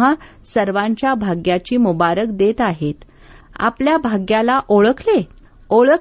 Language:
Marathi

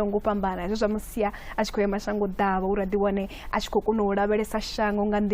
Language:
Venda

